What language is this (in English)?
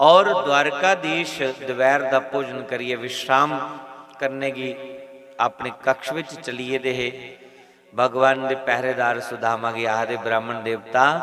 Dogri